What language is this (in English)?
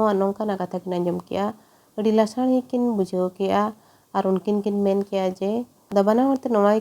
Santali